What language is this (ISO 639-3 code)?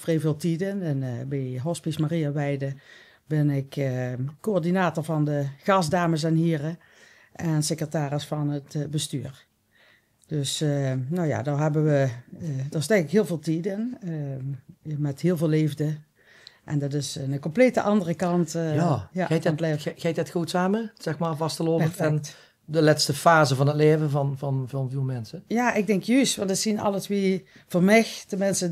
lim